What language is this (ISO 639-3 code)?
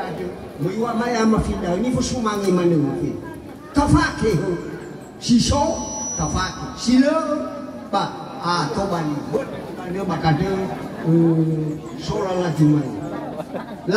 nia